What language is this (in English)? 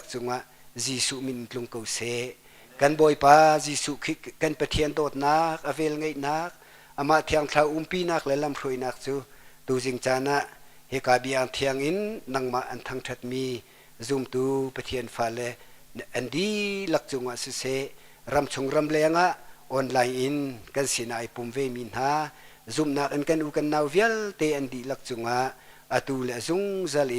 Hakha Chin